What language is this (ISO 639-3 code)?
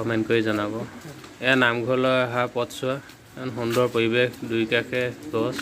asm